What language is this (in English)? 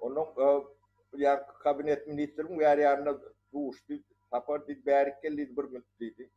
Turkmen